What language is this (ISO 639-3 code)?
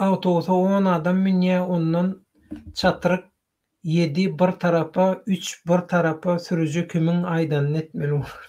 tuk